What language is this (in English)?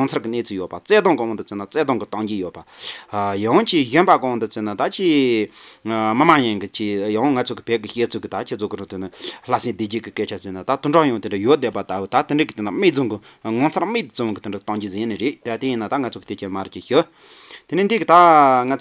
Tibetan